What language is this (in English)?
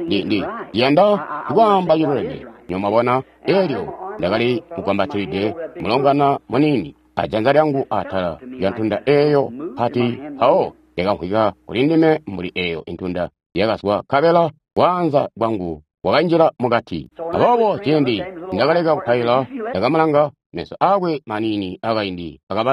Tonga (Zambia)